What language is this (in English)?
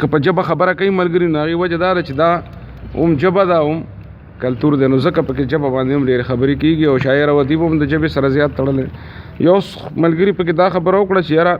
Pashto